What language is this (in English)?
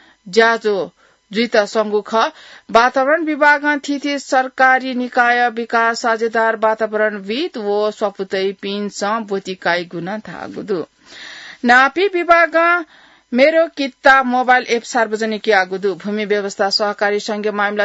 Newari